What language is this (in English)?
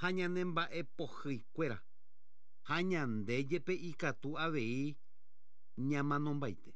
Guarani